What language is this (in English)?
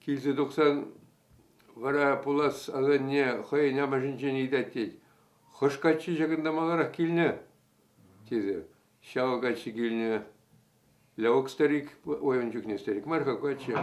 Chuvash